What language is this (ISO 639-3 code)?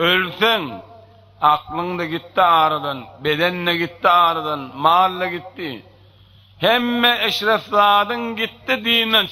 tuk